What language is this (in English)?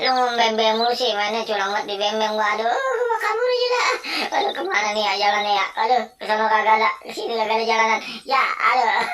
Betawi